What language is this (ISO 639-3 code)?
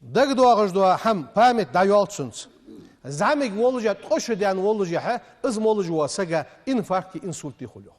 inh